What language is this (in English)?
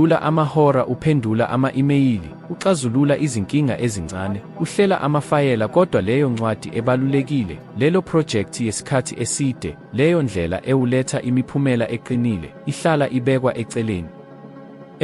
Zulu